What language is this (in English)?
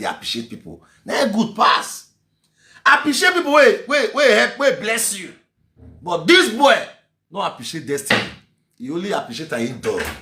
Nigerian Pidgin